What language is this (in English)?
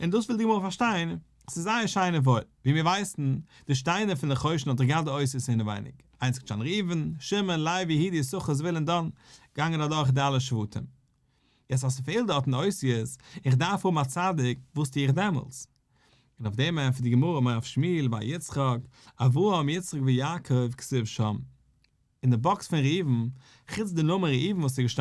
Yiddish